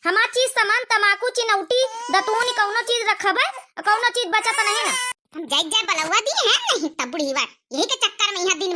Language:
Awadhi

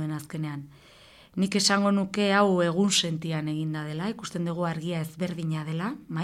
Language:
Basque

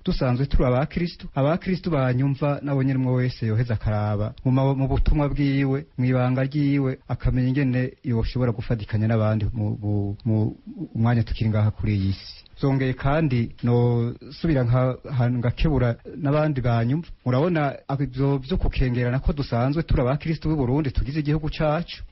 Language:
Rundi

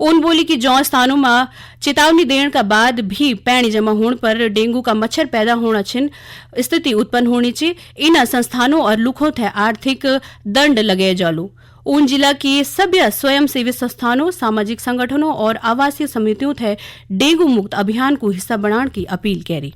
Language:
Garhwali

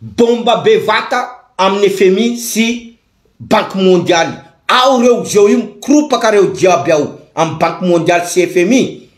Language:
Malagasy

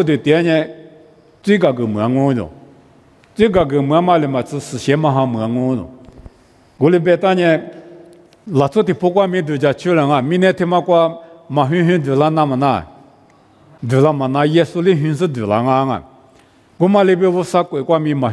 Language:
Lisu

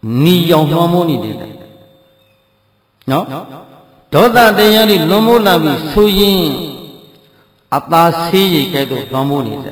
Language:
Burmese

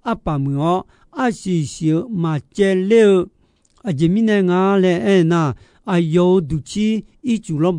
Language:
Akha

